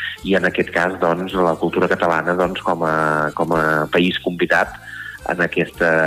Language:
Catalan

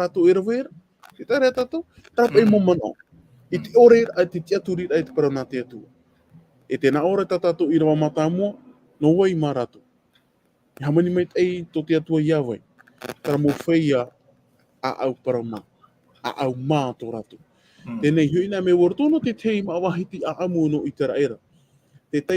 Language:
Tahitian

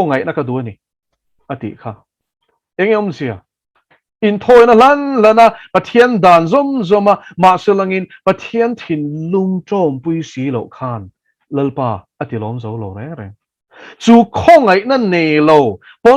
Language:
Mizo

